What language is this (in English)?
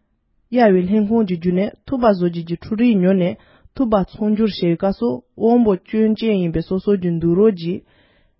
Tibetan